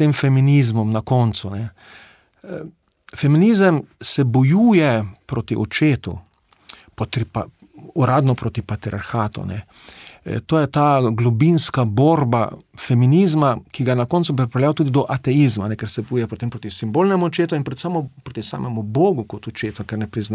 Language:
Slovenian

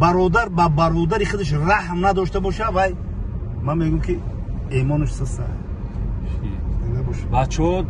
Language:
Tajik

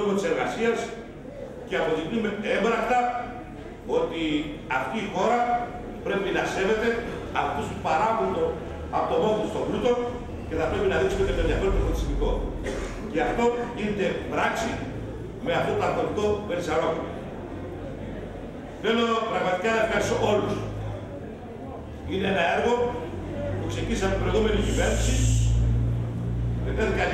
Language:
Greek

